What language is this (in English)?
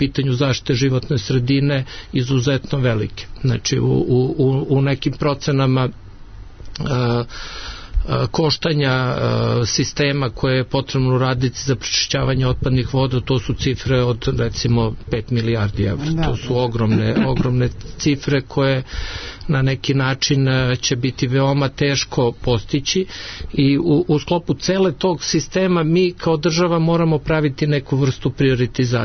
Serbian